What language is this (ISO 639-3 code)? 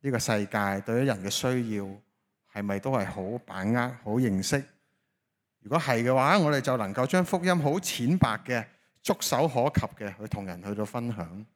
yue